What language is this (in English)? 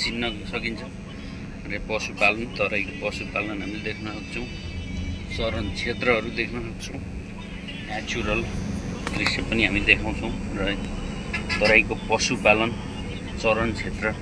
Nepali